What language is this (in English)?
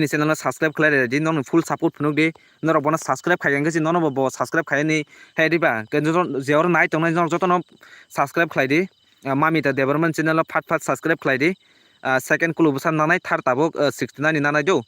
Kok Borok